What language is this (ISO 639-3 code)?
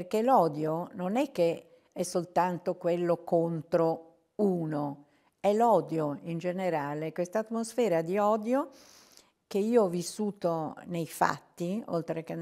ita